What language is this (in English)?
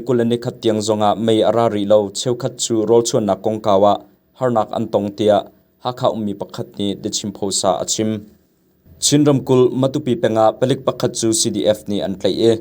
Hakha Chin